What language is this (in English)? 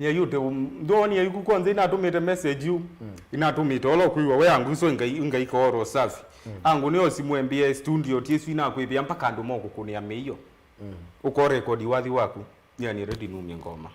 Kamba